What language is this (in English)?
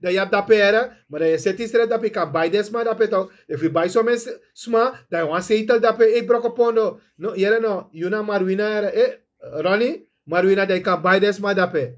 Sranan Tongo